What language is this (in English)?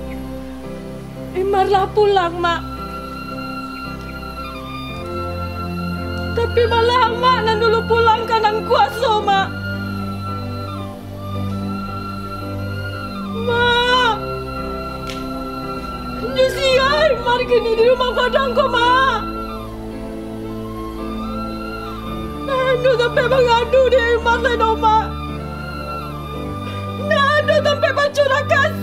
Minangkabau